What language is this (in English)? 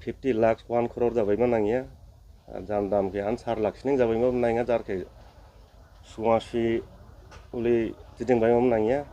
Dimasa